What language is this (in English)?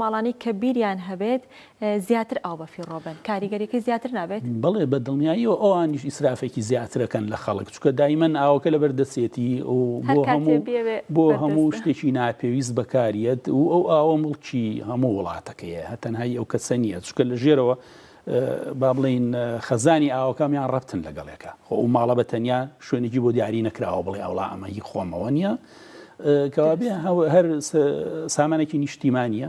Central Kurdish